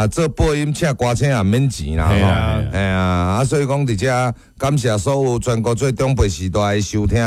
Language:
Min Nan Chinese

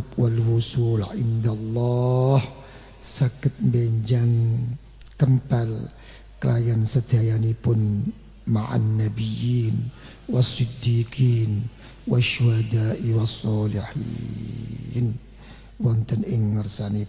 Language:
Javanese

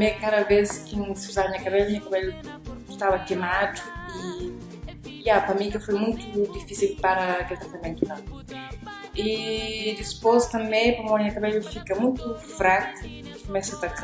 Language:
Kabuverdianu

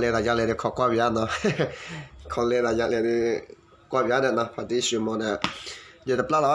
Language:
S'gaw Karen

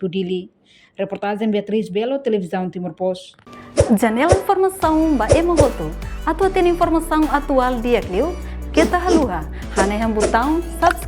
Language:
Tetum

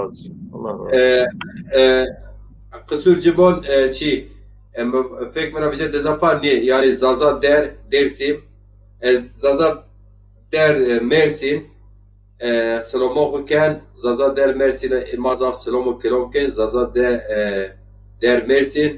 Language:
Zaza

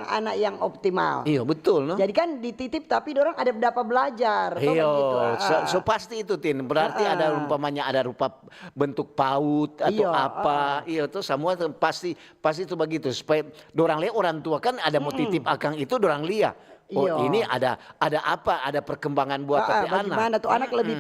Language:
Manado Malay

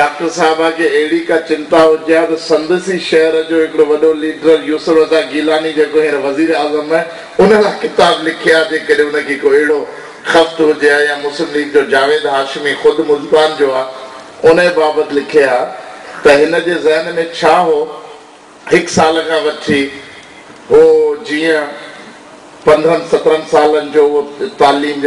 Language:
Sindhi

